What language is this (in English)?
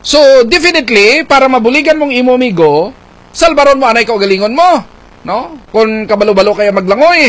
Hiligaynon